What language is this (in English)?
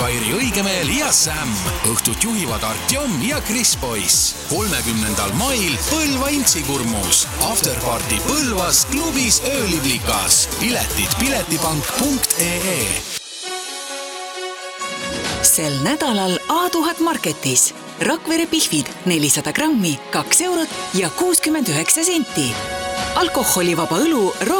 Estonian